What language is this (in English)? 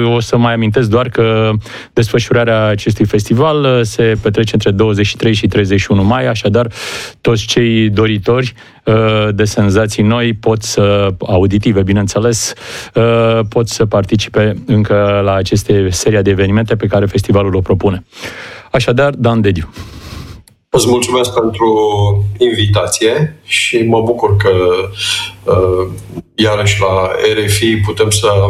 Romanian